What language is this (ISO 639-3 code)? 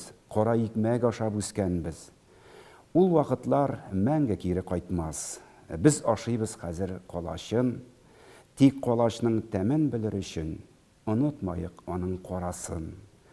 tat